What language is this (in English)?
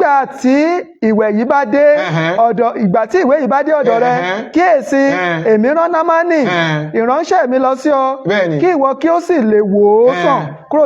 Yoruba